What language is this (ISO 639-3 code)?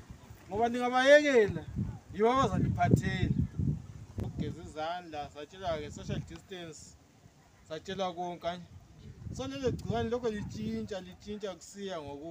nde